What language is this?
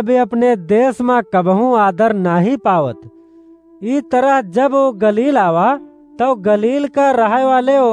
Awadhi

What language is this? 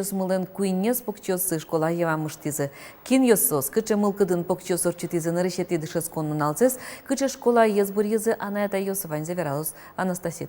Udmurt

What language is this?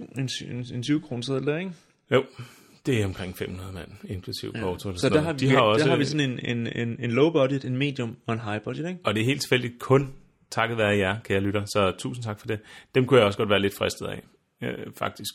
Danish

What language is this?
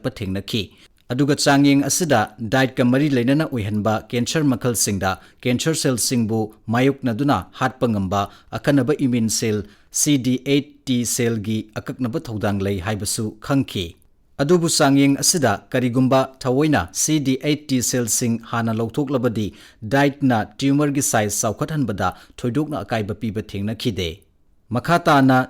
Manipuri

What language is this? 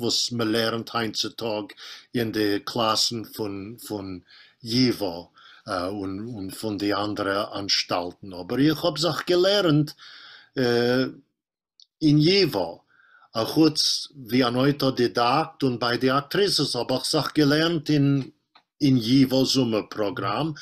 Yiddish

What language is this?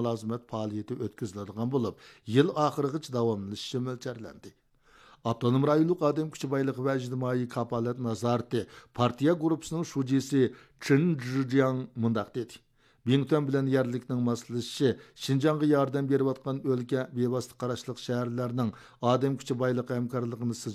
Uyghur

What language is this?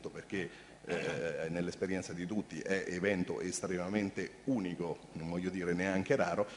Italian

